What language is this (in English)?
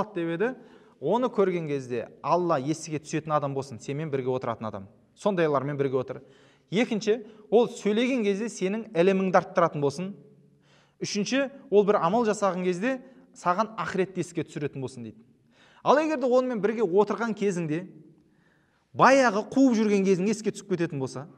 Kazakh